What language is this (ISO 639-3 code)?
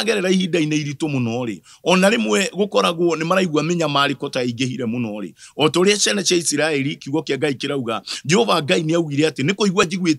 kik